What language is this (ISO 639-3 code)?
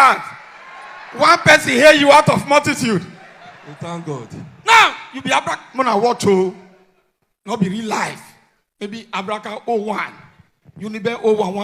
pcm